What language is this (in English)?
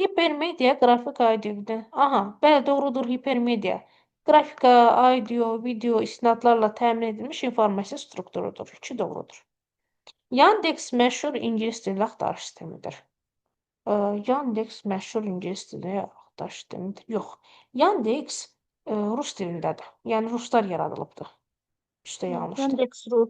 Azerbaijani